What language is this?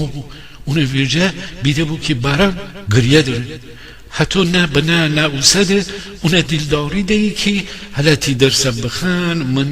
Gilaki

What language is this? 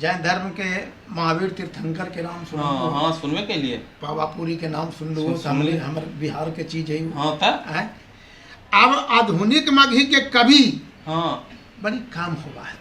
Magahi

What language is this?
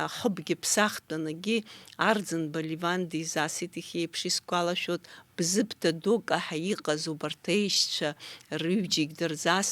Abkhazian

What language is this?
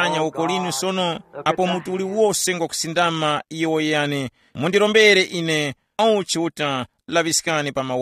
Tumbuka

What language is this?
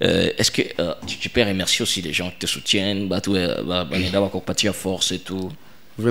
Swahili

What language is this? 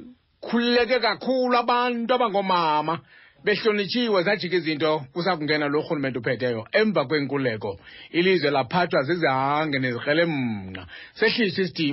Xhosa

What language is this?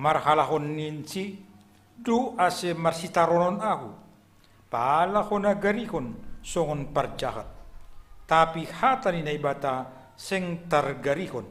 Batak Simalungun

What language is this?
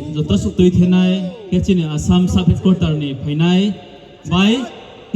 Riang (India)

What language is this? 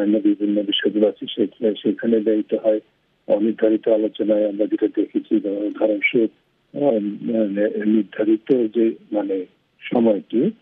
Bangla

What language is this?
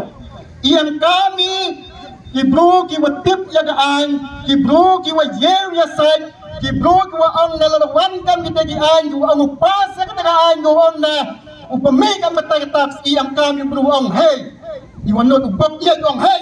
Khasi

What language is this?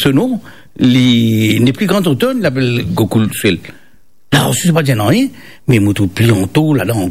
Morisyen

